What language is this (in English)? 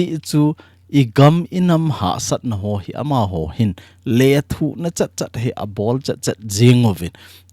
Thado Chin